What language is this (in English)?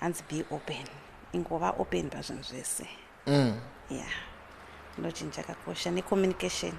Shona